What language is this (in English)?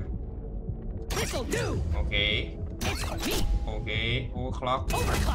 Thai